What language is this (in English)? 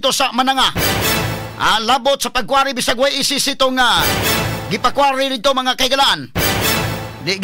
Cebuano